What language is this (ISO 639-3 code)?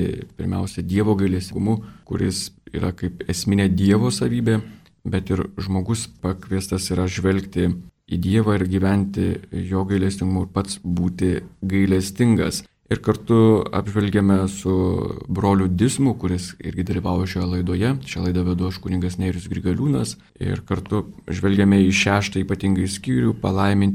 lit